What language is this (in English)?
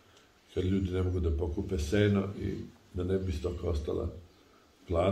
Serbian